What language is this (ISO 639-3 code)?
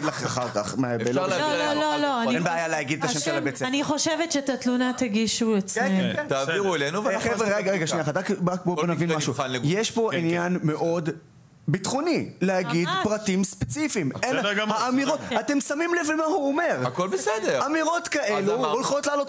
heb